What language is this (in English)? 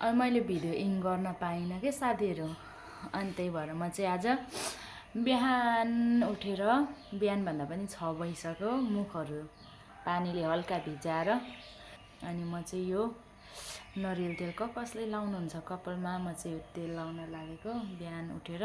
Nepali